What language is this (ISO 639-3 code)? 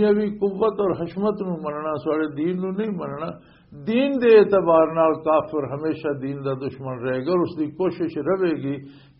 lah